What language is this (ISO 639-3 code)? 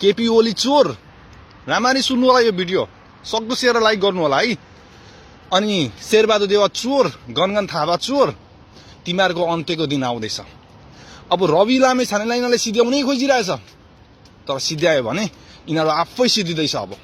nep